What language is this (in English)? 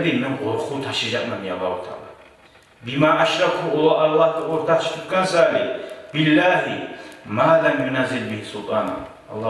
Kumyk